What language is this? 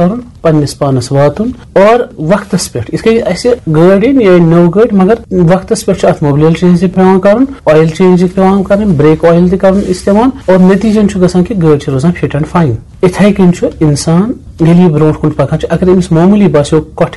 Kashmiri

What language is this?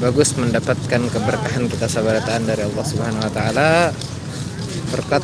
Banjar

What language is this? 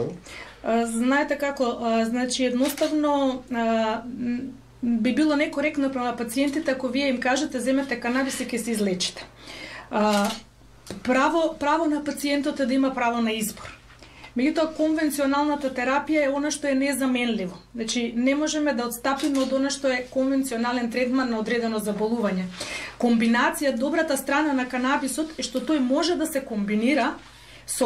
Macedonian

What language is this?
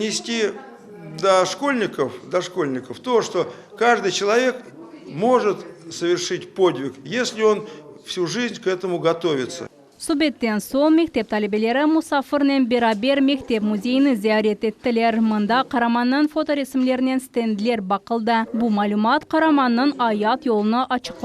Crimean Tatar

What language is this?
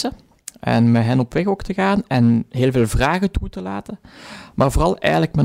Dutch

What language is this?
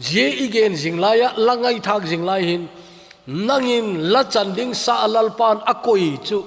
Thado Chin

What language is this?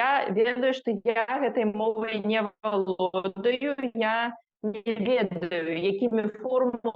Belarusian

